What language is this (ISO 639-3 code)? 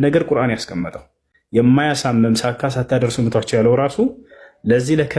amh